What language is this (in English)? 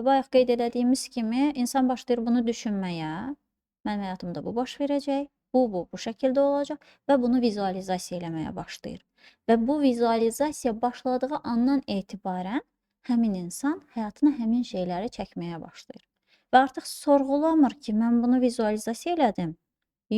Azerbaijani